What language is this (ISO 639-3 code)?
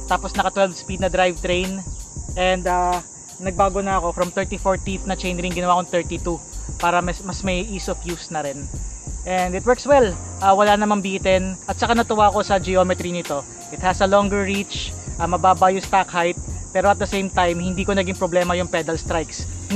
fil